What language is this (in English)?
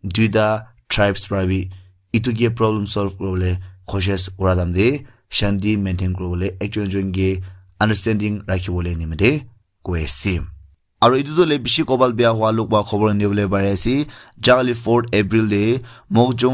Naga Pidgin